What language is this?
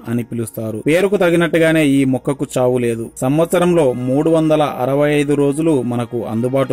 Telugu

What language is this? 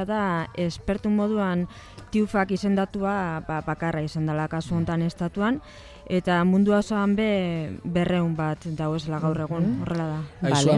Basque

